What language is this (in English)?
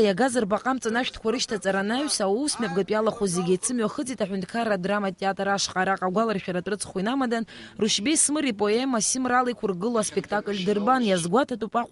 Abkhazian